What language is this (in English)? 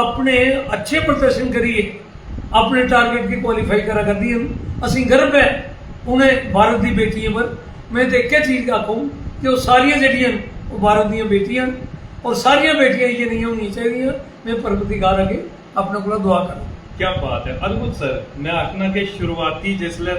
Dogri